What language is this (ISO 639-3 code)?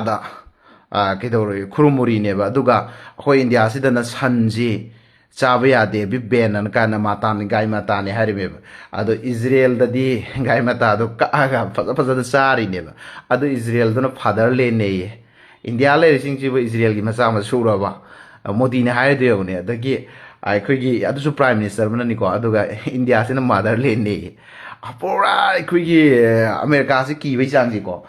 mni